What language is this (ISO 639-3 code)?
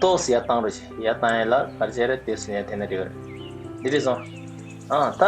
bod